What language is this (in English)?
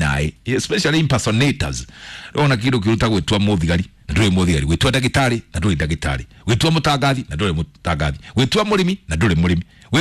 Kikuyu